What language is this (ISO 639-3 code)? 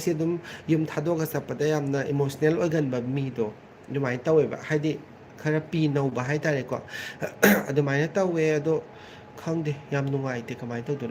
mni